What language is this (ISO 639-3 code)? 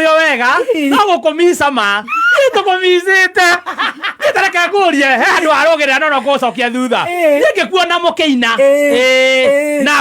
kik